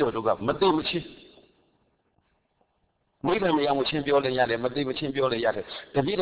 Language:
Burmese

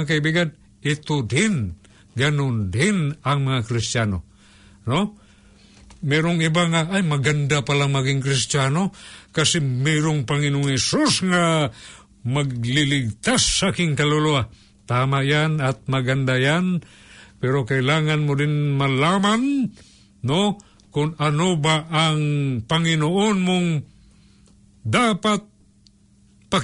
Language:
Filipino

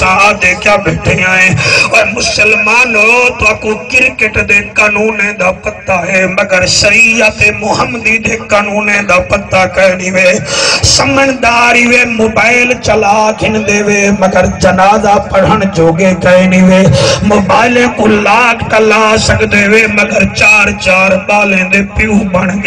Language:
Saraiki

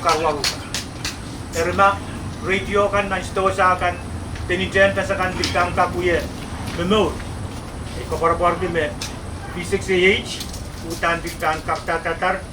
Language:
Pohnpeian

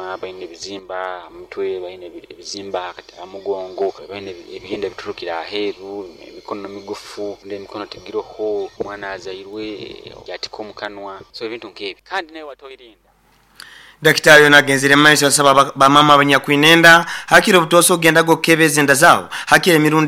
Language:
Nyoro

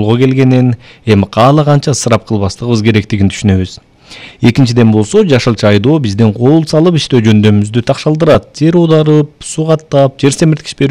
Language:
Kyrgyz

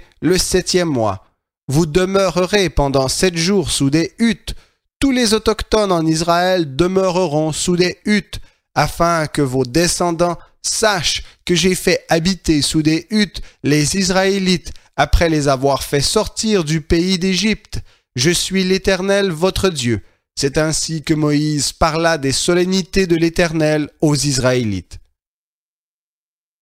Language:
French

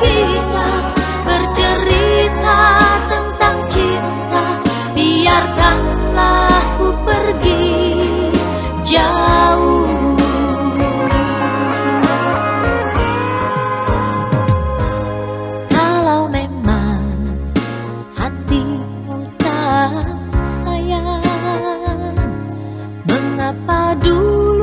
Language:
Indonesian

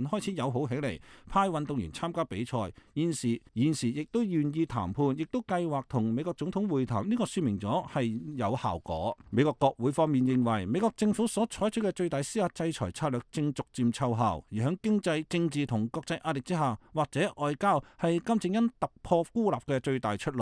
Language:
Cantonese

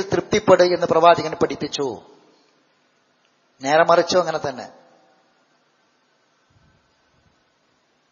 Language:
Malayalam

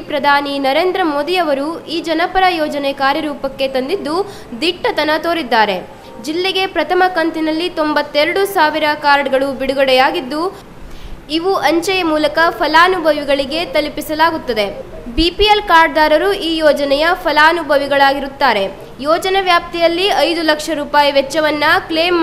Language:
Kannada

